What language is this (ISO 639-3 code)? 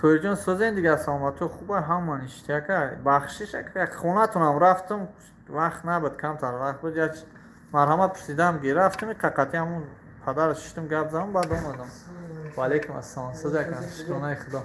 tgk